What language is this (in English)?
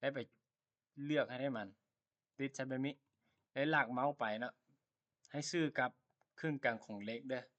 Lao